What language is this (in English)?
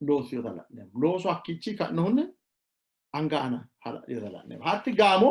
Sidamo